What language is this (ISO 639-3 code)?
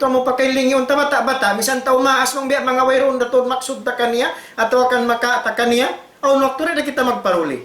tsg